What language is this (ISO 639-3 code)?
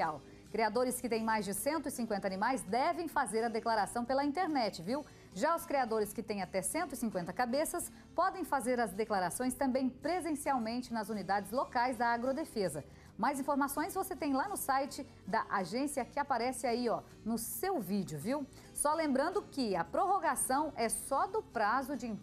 por